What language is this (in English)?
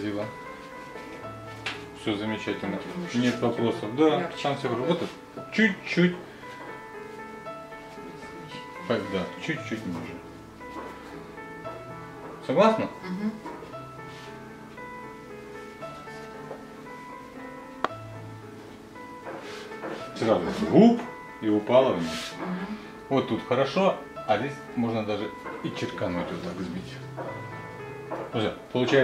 Russian